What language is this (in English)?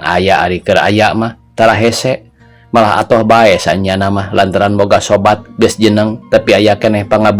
Sundanese